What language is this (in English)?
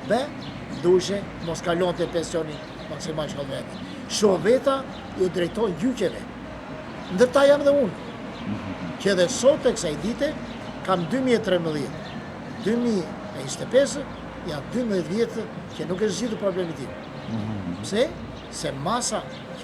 Albanian